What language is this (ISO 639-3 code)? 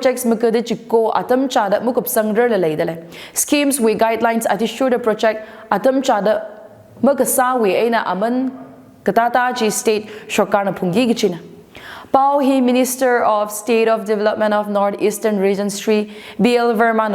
nmf